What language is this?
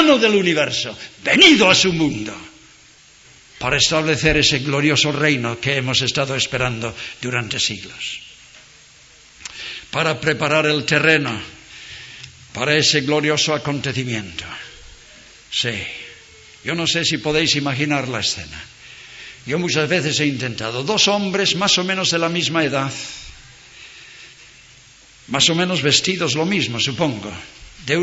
Spanish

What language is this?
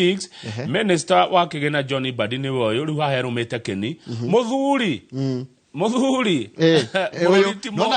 Kikuyu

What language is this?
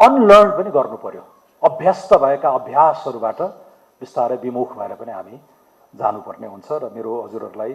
Nepali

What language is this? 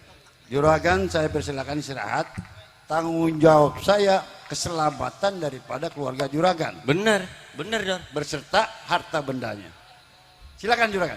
Betawi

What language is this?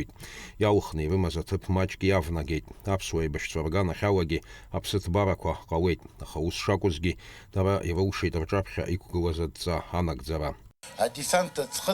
Abkhazian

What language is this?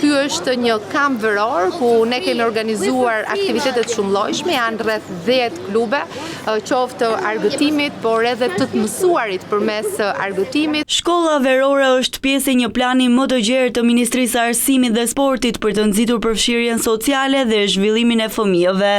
Albanian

